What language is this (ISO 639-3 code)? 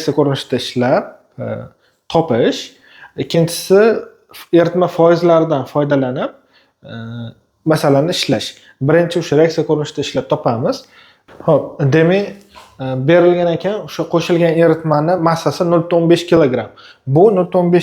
uzb